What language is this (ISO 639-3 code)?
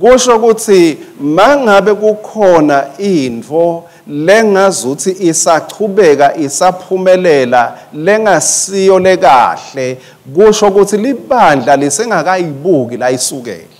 ssw